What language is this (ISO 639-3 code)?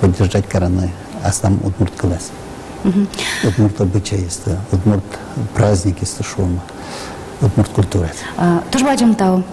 udm